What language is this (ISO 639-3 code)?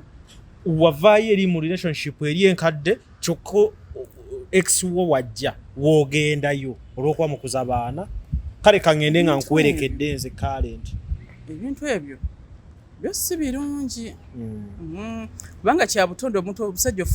lug